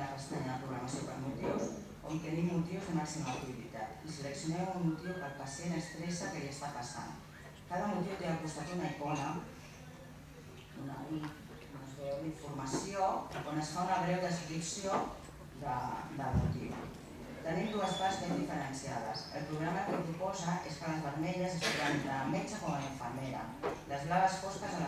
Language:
Catalan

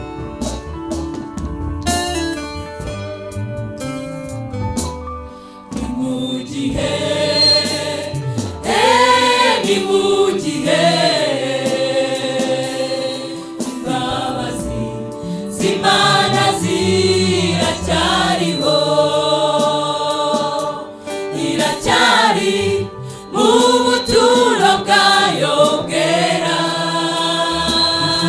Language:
Kinyarwanda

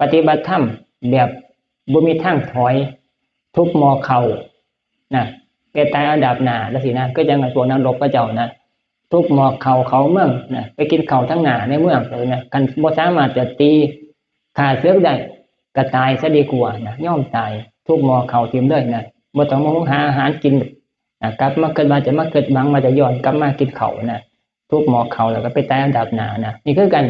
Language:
Northeastern Thai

